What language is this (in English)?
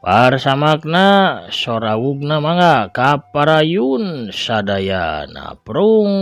Sundanese